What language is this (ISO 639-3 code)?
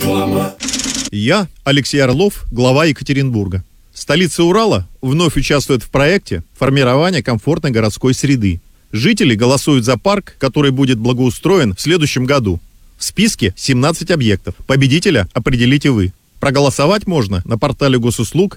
rus